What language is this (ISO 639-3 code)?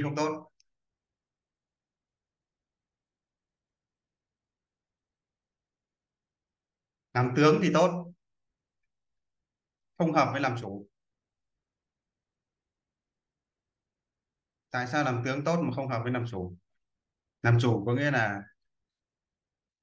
vie